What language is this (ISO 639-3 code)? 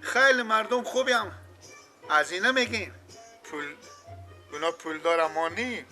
fas